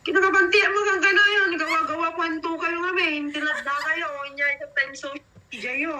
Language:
Iloko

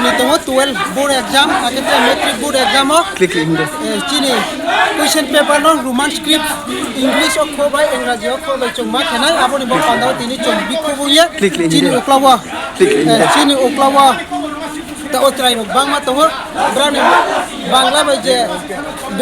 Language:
Riang (India)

